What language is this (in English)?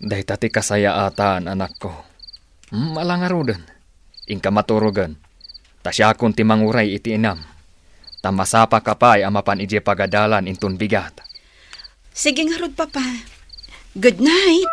Iloko